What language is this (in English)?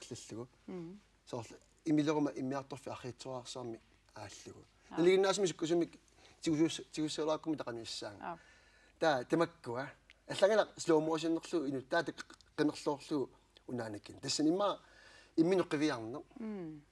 Kalaallisut